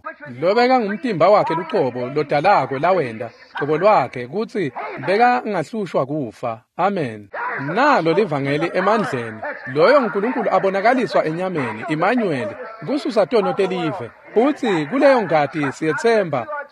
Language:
Swati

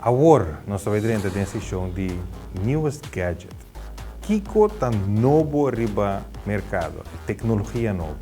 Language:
Papiamento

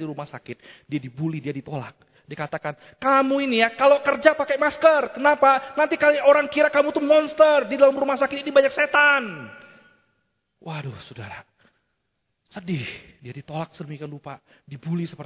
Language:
Indonesian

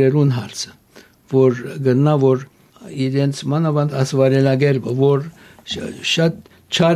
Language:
Armenian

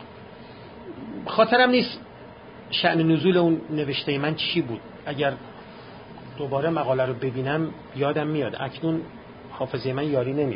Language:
Persian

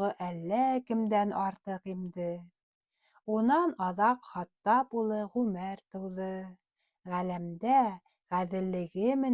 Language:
Bashkir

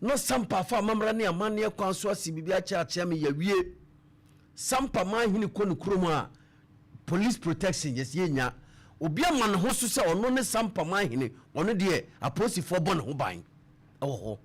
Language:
Akan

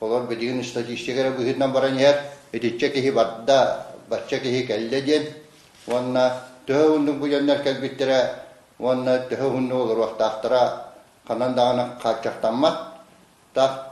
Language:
Yakut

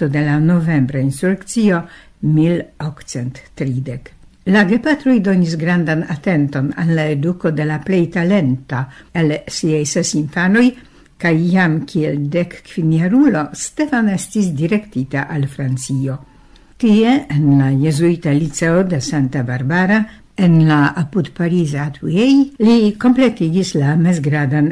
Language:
Esperanto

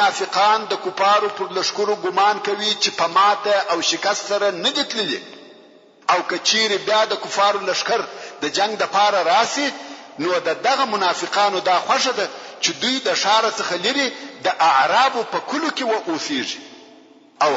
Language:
Pashto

